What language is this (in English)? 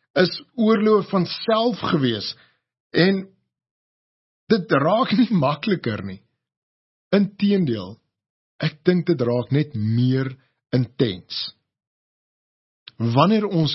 Afrikaans